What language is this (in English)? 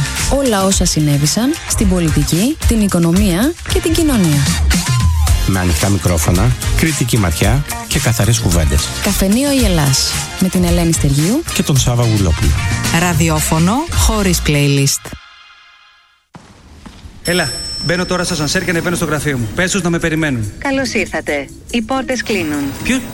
Greek